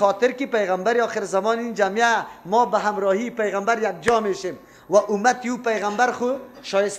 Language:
Persian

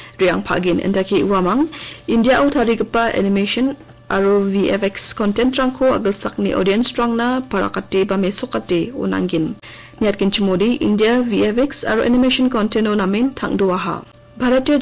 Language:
Garo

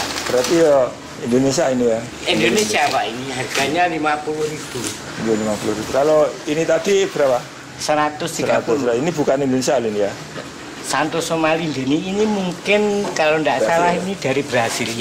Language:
Indonesian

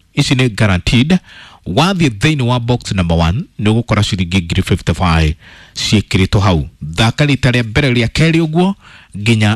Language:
Kikuyu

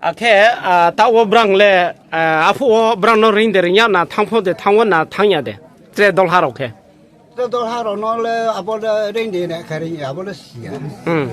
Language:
Riang (India)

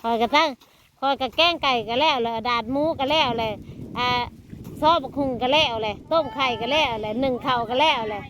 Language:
Northeastern Thai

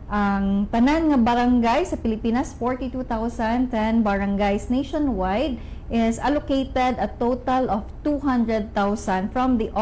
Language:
Cebuano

